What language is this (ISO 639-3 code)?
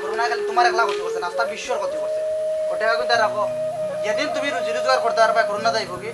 syl